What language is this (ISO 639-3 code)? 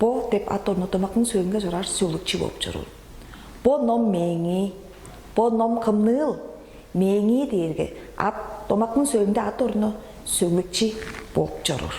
tyv